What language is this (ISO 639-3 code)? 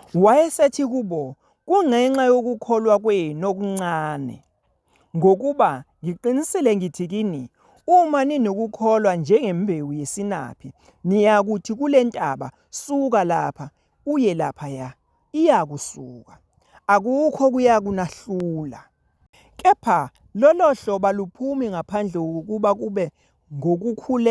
zul